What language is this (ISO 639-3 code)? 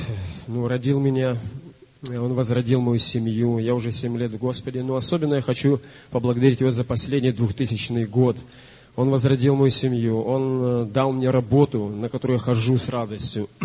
rus